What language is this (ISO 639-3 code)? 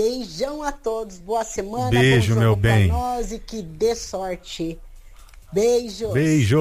por